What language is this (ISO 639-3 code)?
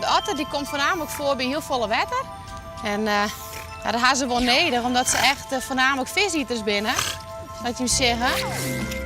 fry